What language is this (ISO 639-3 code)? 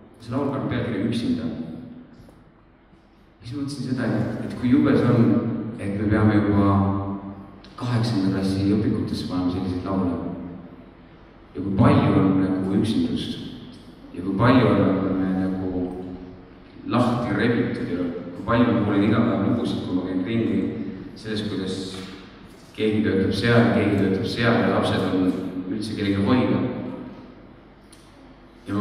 est